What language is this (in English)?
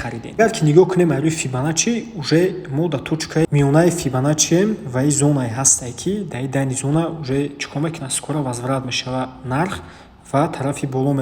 Tajik